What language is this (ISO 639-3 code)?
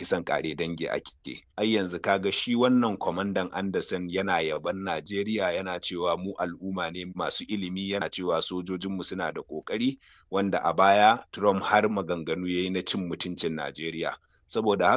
hau